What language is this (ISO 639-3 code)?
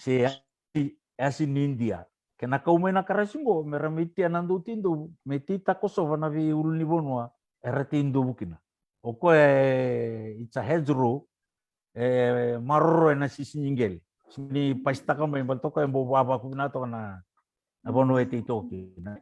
fij